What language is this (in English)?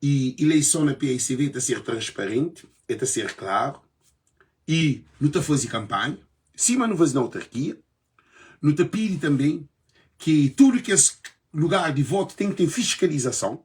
Kabuverdianu